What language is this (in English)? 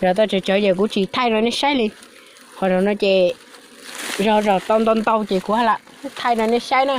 Hmong